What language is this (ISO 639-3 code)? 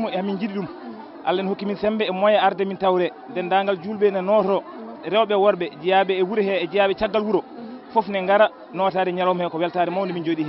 ful